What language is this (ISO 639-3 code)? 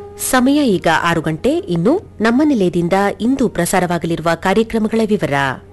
kan